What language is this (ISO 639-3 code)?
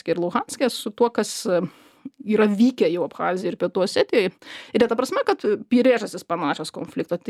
lit